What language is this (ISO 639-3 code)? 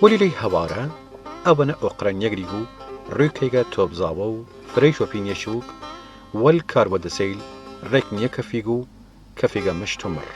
sdh